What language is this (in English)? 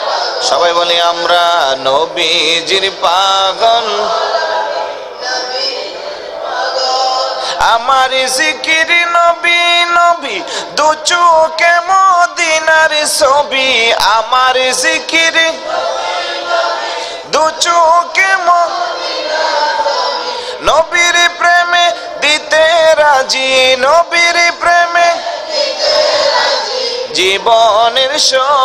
Bangla